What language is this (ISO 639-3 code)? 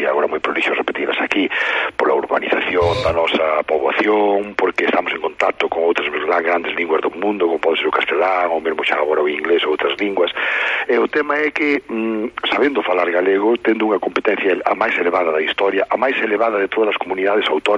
glg